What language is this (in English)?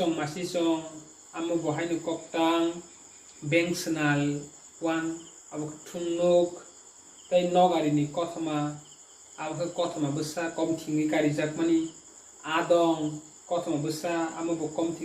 Kok Borok